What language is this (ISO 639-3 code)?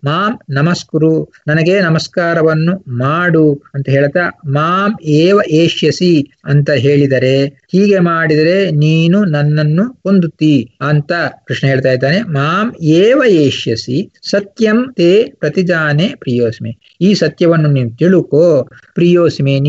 kan